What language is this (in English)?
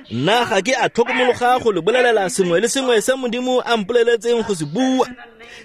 Tswana